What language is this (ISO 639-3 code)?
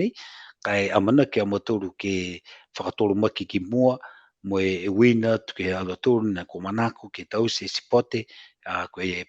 niu